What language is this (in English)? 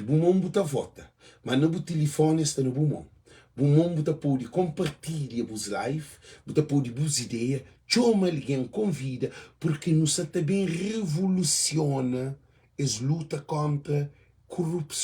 Kabuverdianu